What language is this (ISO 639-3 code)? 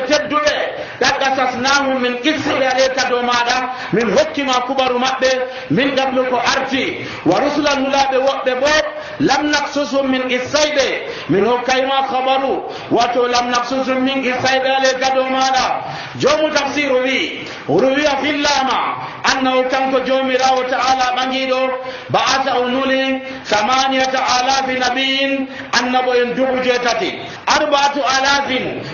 fuv